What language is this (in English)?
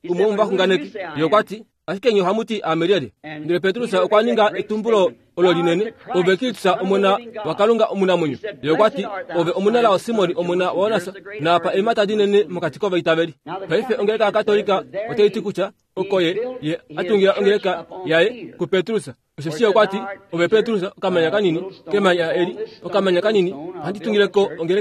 Kuanyama